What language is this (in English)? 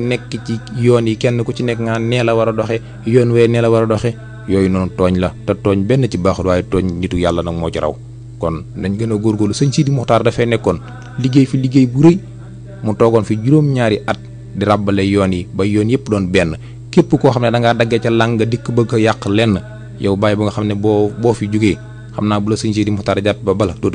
Wolof